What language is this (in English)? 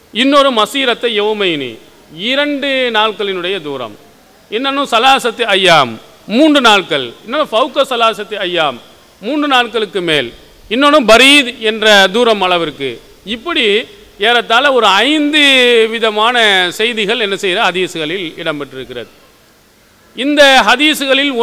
Tamil